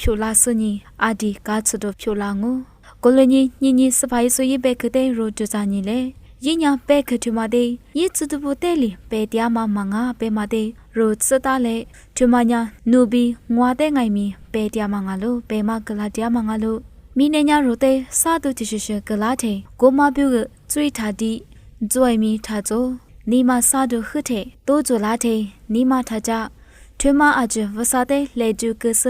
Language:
Lisu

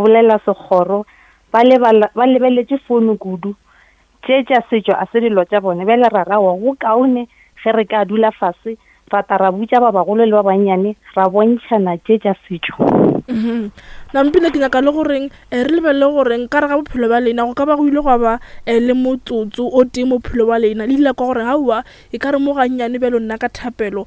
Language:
Northern Sotho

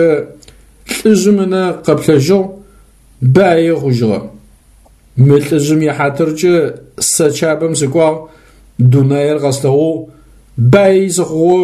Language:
Adyghe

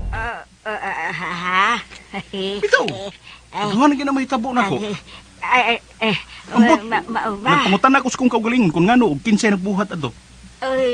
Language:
Cebuano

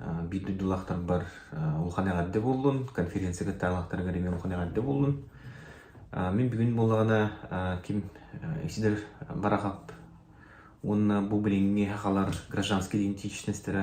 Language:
Yakut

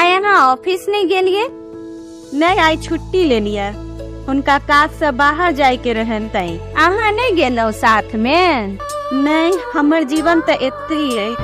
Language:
Maithili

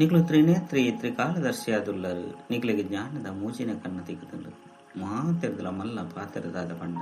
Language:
Tulu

